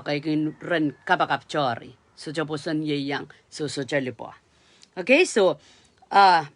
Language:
Pohnpeian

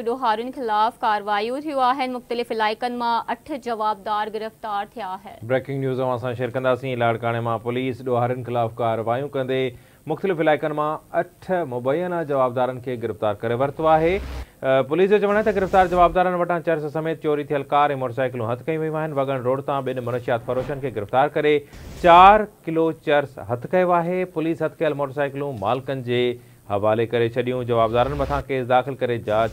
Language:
Sindhi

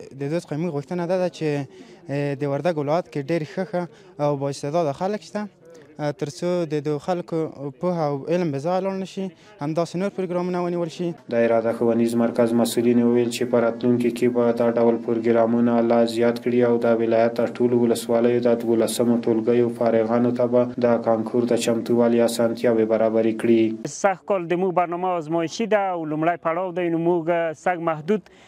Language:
Pashto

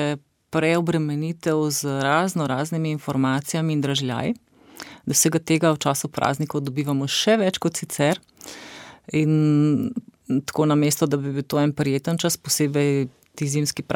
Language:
Slovenian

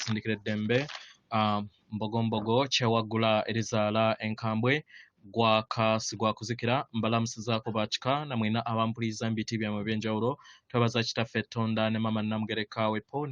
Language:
Ganda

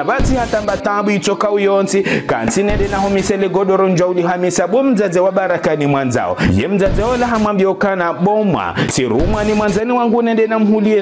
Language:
Ngazidja Comorian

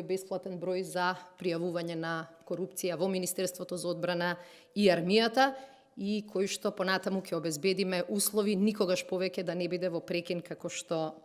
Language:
Macedonian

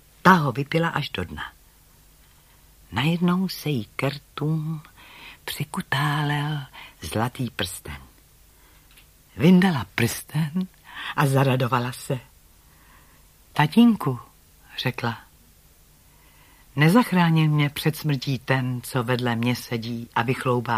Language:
Czech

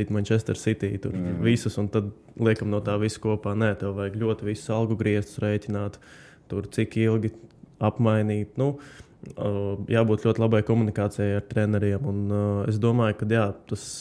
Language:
Latvian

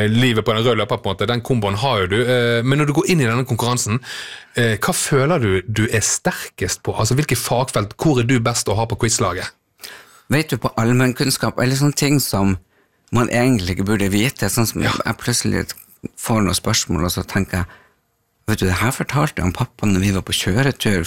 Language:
Norwegian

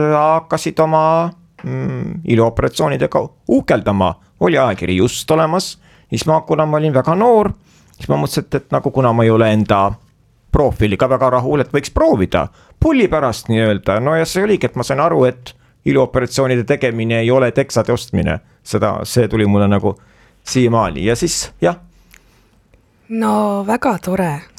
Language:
Estonian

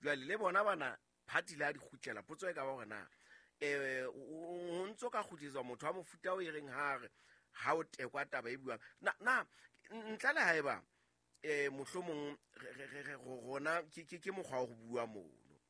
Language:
Southern Sotho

